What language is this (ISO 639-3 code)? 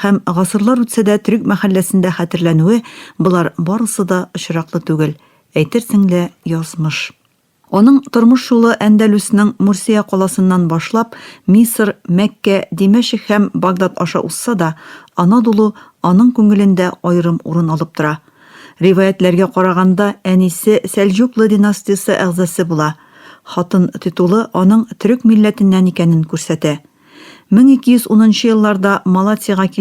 tat